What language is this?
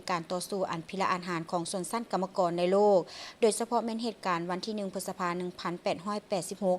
Lao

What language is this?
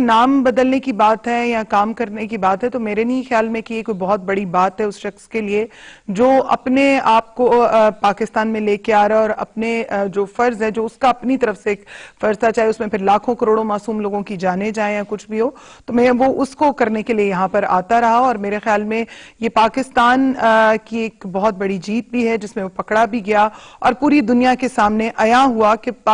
Urdu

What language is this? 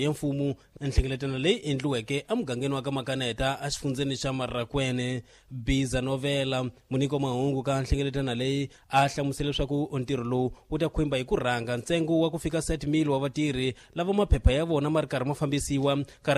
Tsonga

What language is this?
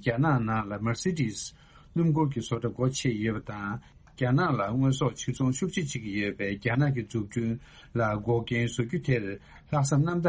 Tibetan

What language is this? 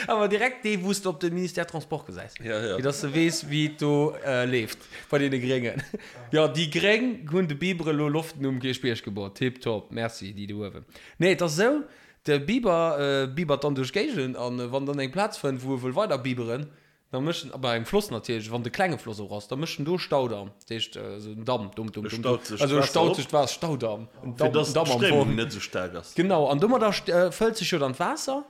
Luxembourgish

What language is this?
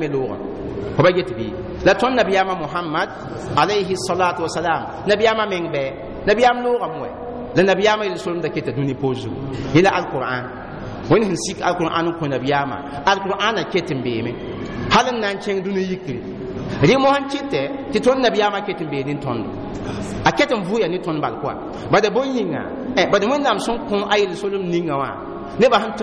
Mossi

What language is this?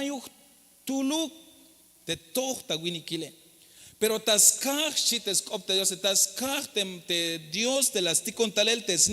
Tzeltal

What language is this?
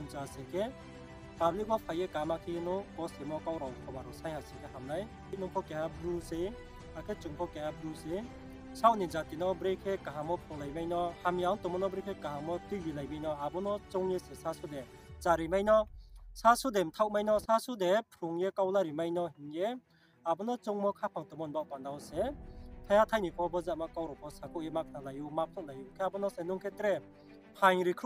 Riang (India)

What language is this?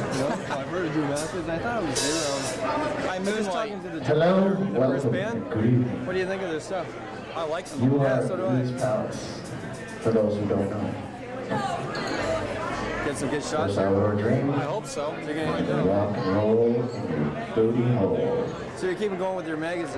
English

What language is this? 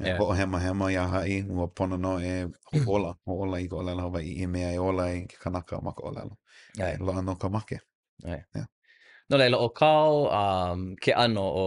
Hawaiian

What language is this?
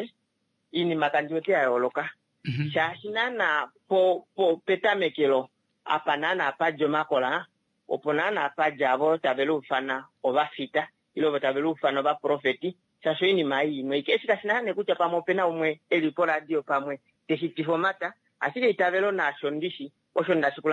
Kuanyama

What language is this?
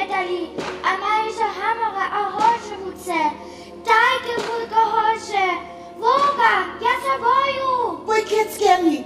Upper Sorbian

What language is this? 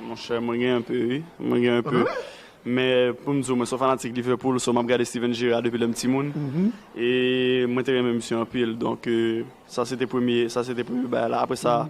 Haitian Creole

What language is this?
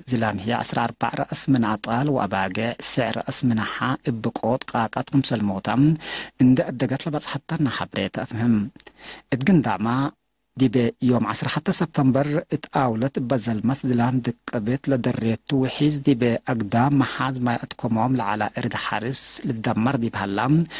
Tigre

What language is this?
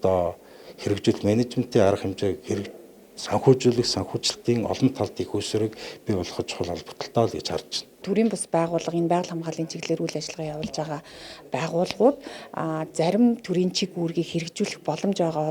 Mongolian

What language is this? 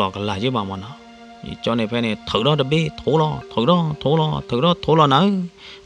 S'gaw Karen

